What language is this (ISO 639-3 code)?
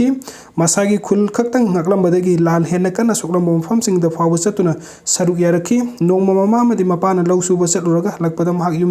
mni